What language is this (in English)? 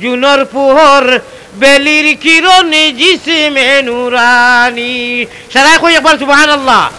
Sylheti